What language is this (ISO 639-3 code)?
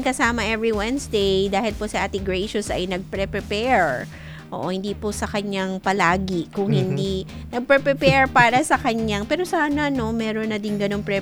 fil